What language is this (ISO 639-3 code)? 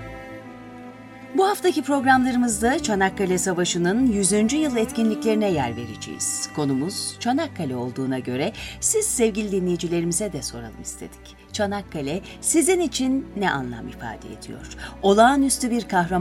tur